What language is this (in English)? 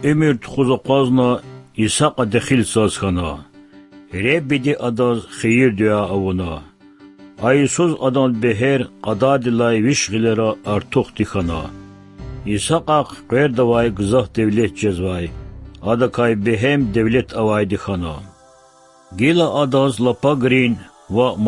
Lezghian